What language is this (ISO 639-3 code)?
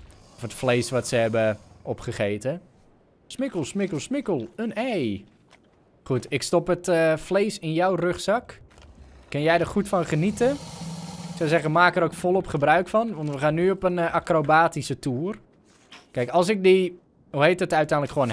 nld